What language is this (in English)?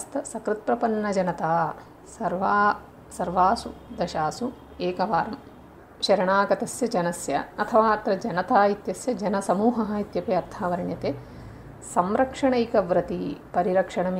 Sanskrit